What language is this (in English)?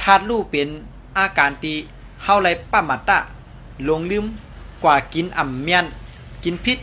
Shan